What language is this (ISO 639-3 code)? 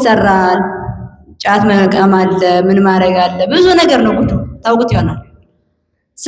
amh